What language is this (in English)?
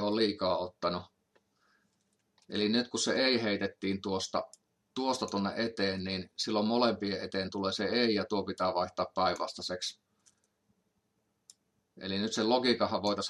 Finnish